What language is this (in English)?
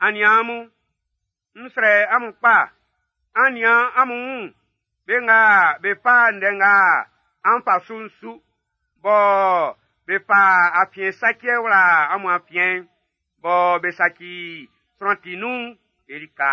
Baoulé